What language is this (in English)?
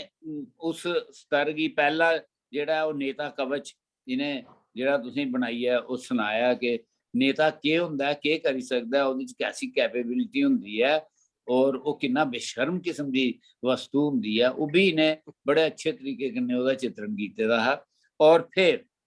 Dogri